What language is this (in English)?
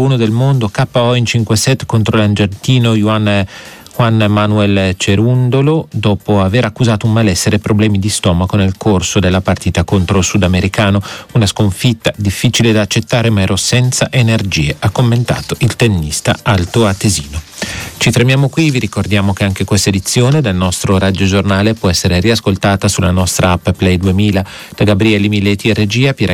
Italian